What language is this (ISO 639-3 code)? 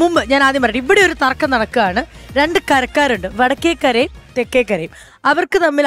mal